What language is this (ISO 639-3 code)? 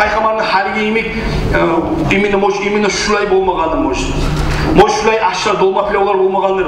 kum